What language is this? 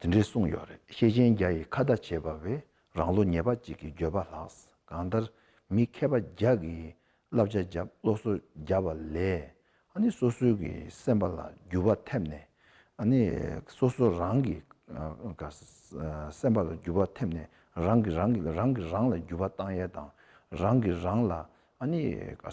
Tibetan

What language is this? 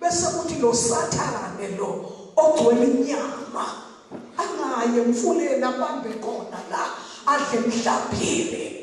Zulu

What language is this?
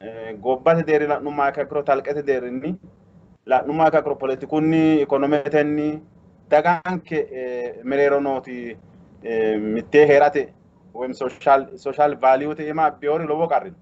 Sidamo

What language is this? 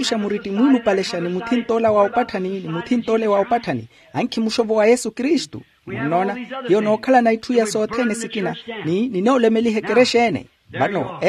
Makhuwa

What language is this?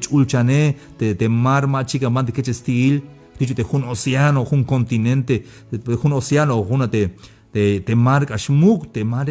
Tzeltal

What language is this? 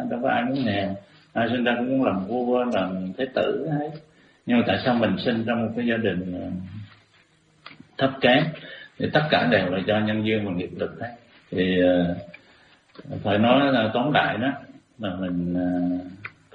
Vietnamese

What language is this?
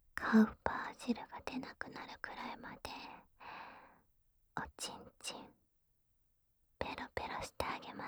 Japanese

